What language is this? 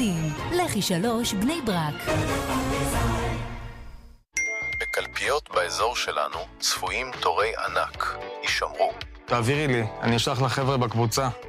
Hebrew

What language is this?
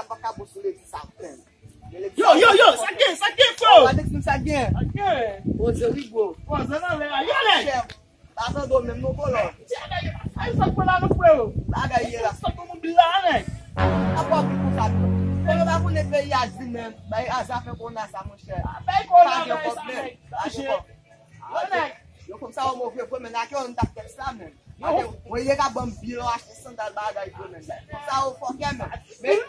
Haitian Creole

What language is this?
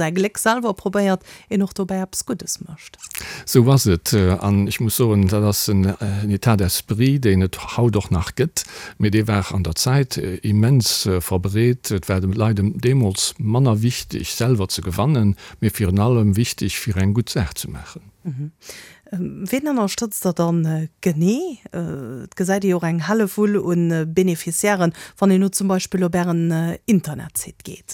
Luxembourgish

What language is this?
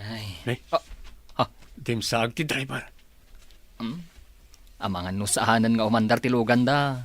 Iloko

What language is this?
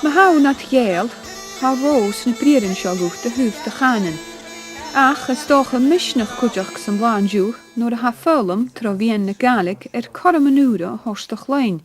Scottish Gaelic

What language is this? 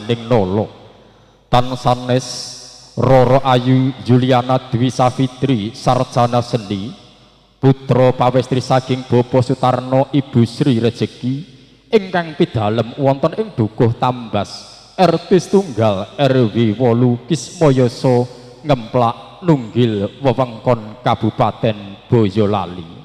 Javanese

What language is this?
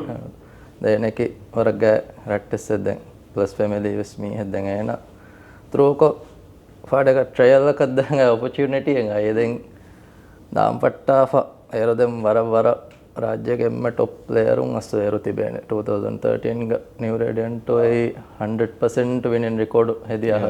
Divehi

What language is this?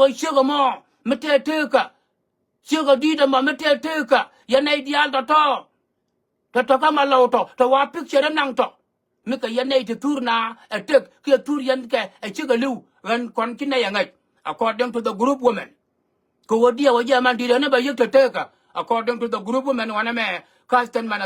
Nuer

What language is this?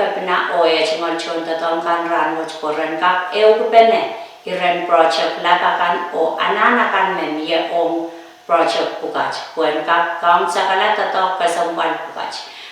Pohnpeian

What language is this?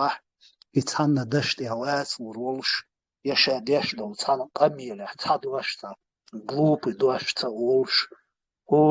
Chechen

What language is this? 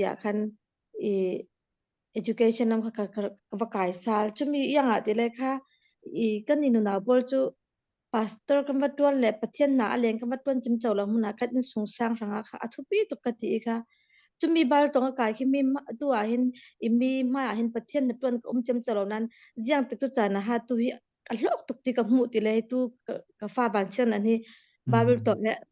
Falam Chin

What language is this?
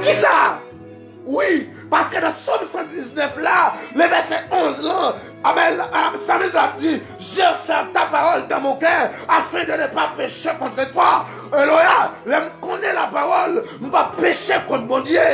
Haitian Creole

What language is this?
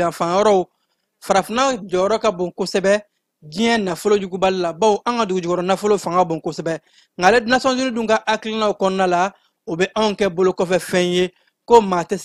Bambara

